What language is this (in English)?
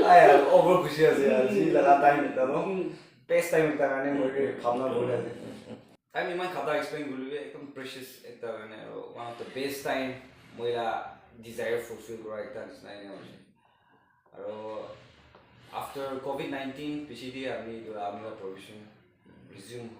Naga Pidgin